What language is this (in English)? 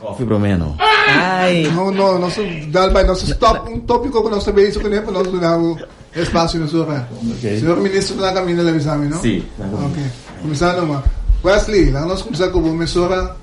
Papiamento